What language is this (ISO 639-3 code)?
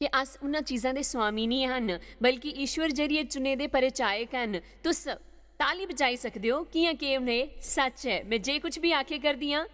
doi